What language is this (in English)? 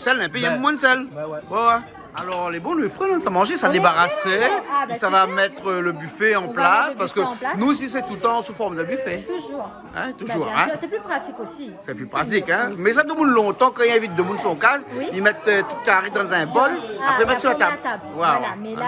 Réunion Creole French